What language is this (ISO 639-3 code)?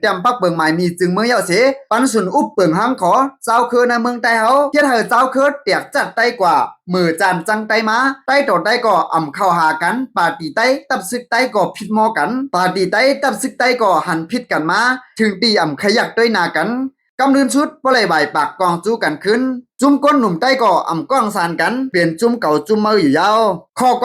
shn